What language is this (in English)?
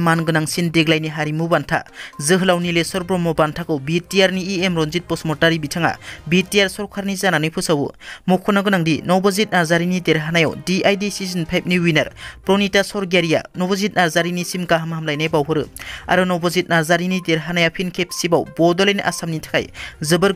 Bodo